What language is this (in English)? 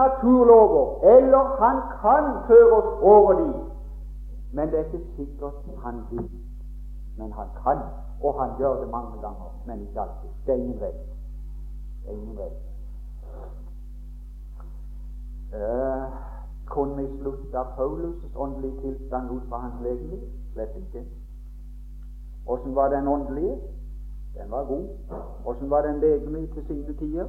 Norwegian